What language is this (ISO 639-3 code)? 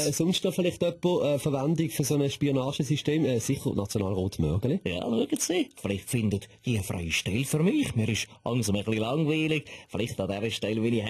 gsw